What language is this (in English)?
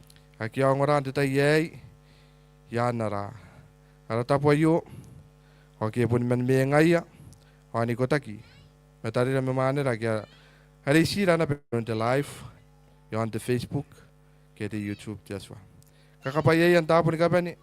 Gilbertese